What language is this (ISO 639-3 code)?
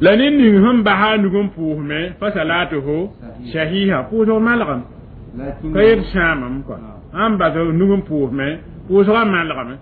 mos